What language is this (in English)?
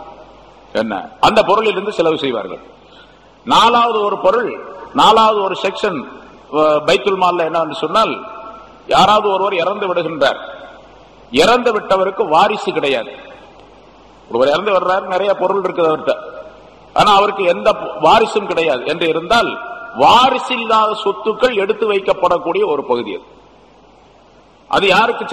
Tamil